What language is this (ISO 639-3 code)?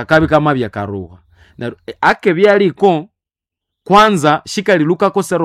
nnb